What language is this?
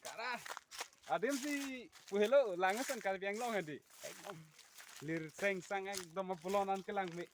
Karbi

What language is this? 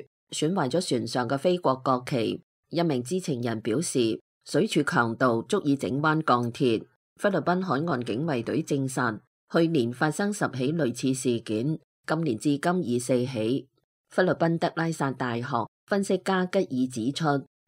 Cantonese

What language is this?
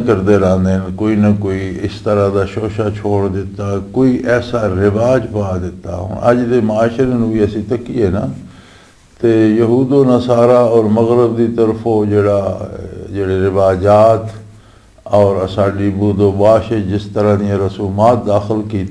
Western Panjabi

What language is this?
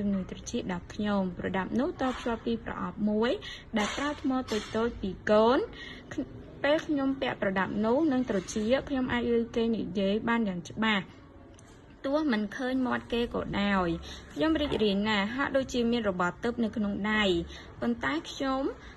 Khmer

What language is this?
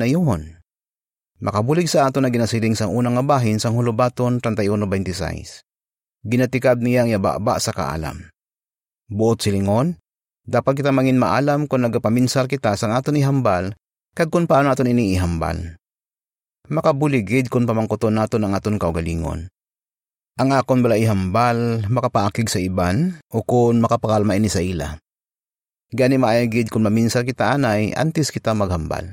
Hiligaynon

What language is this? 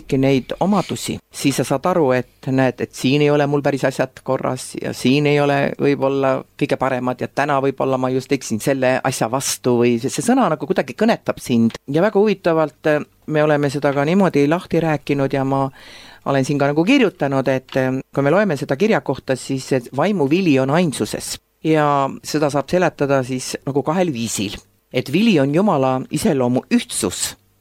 Estonian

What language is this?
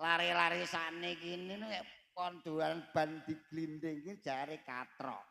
Javanese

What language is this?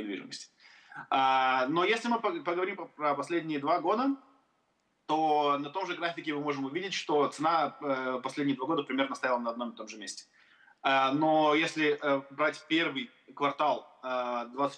Russian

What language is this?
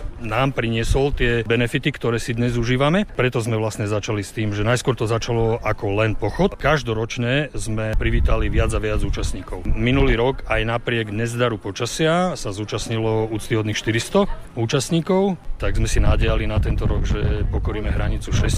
Slovak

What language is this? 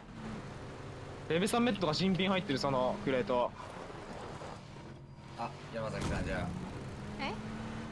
Japanese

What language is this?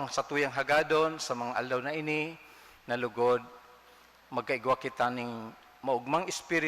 Bikol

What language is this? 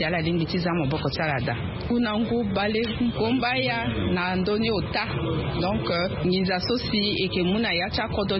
Sango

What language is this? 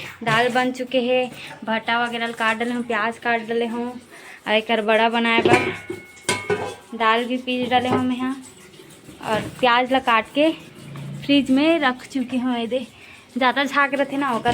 Chhattisgarhi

